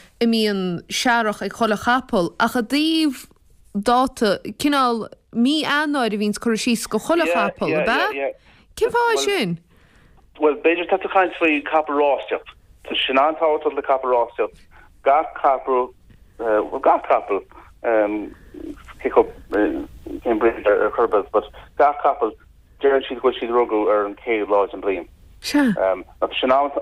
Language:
Irish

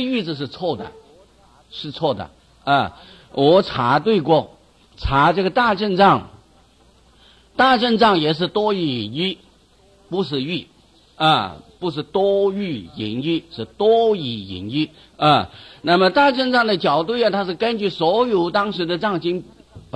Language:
Chinese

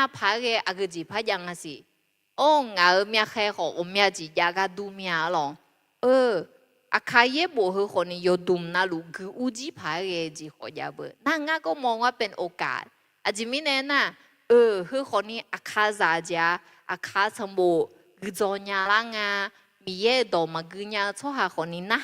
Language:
Akha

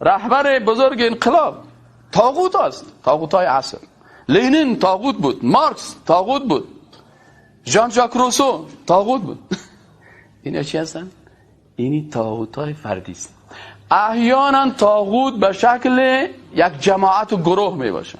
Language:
Persian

